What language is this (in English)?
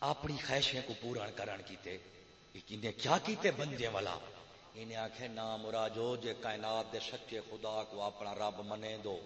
Saraiki